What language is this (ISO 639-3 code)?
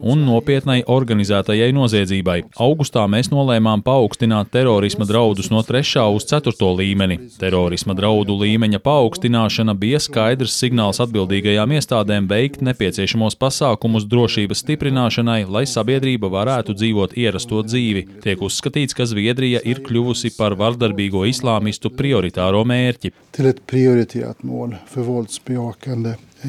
lav